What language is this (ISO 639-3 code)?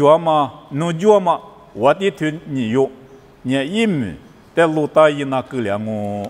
lis